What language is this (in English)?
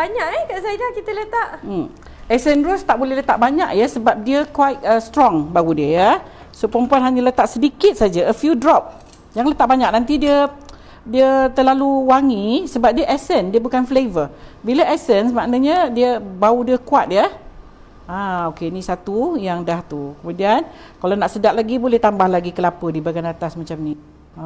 Malay